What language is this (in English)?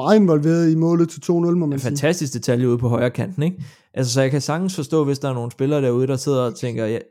Danish